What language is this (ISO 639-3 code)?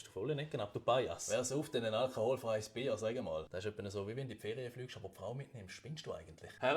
gsw